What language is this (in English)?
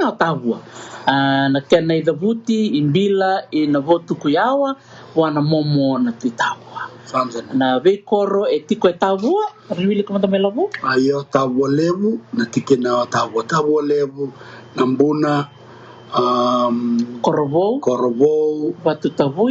Fijian